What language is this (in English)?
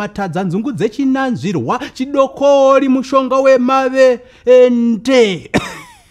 Shona